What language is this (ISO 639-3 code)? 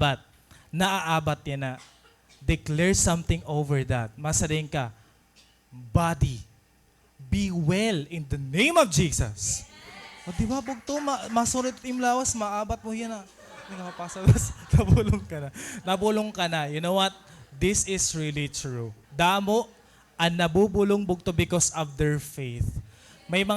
war